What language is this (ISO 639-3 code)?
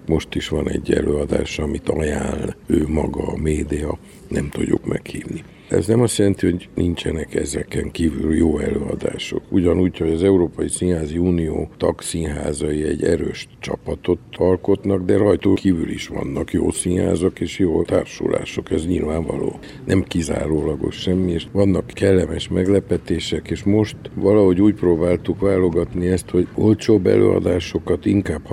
hun